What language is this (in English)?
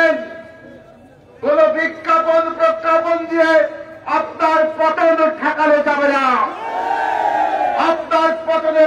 Bangla